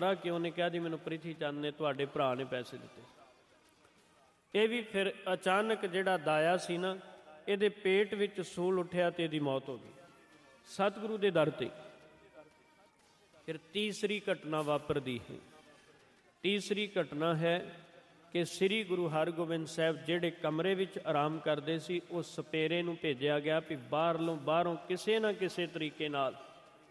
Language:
Punjabi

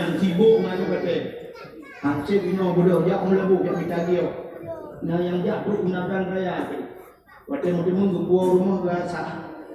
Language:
Achinese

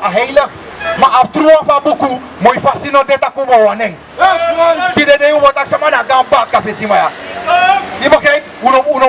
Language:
Sranan Tongo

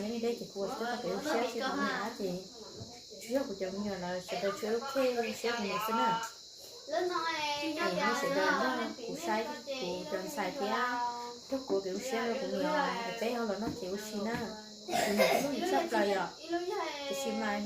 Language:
Hmong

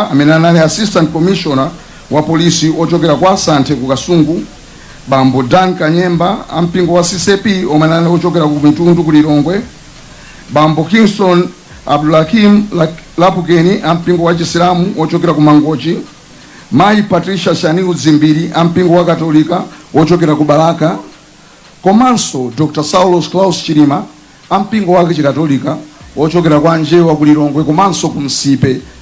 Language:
Nyanja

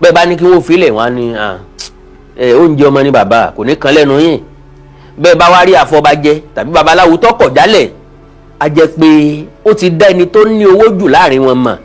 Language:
Yoruba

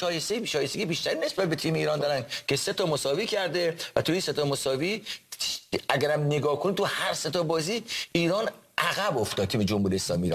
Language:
Persian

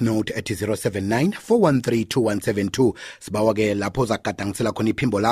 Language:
South Ndebele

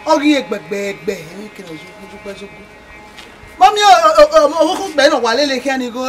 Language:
Bini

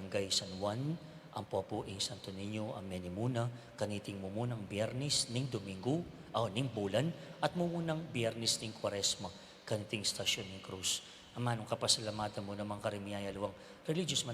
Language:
Pampanga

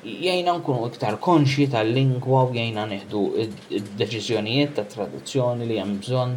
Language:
Maltese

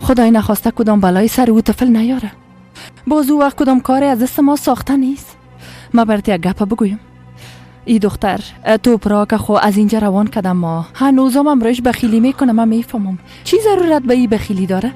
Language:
Persian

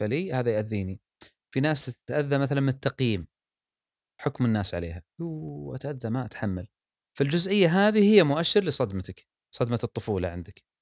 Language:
Gulf Arabic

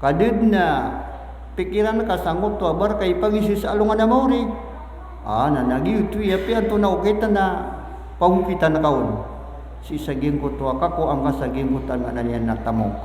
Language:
Maranao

